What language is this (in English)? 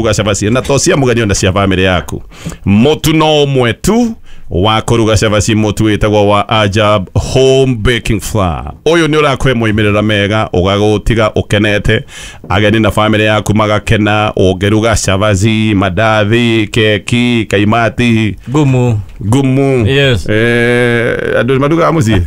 Kikuyu